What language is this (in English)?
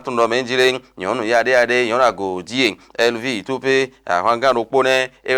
Fon